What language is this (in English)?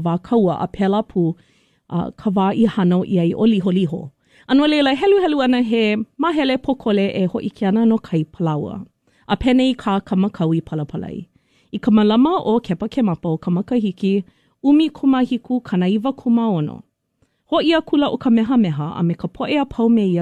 Hawaiian